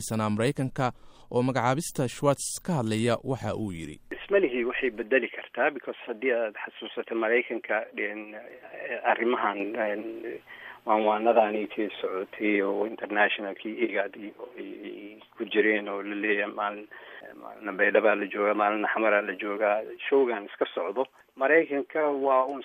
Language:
Somali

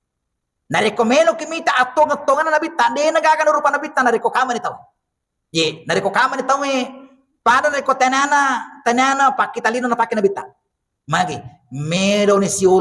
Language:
Buginese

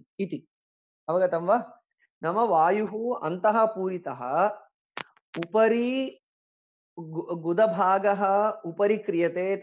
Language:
Sanskrit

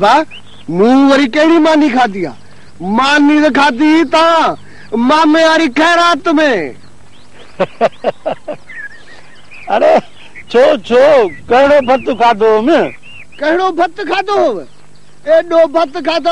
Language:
Sindhi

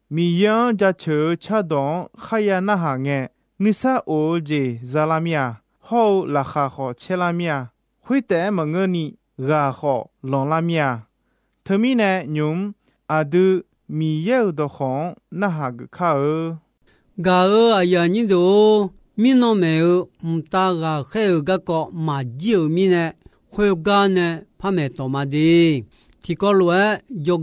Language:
Akha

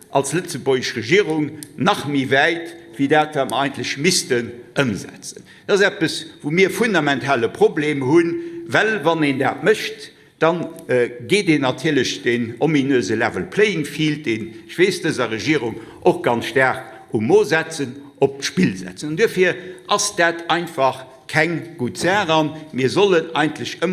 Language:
Luxembourgish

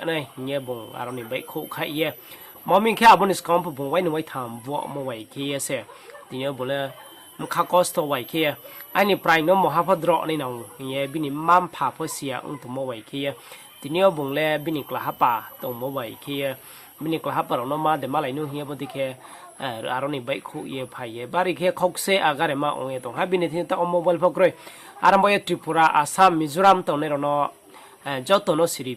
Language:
Riang (India)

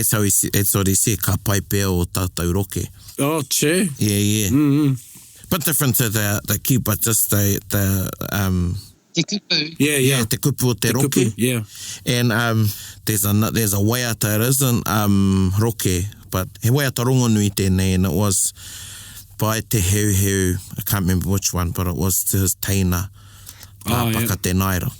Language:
Māori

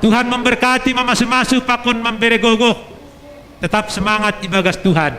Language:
Batak Simalungun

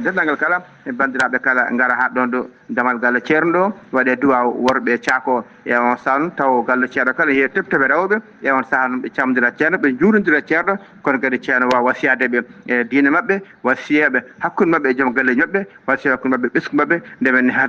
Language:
Fula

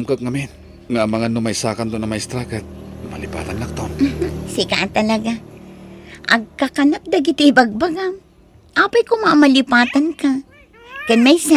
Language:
Iloko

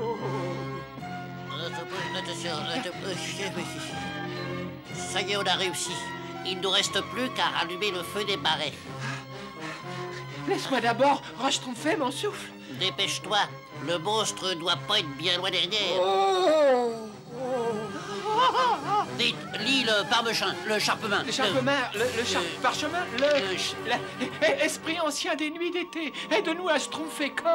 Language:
French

